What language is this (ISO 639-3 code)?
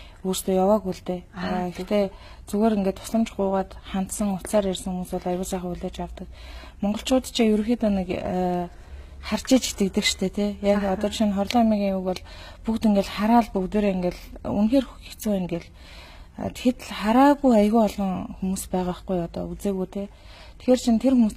mon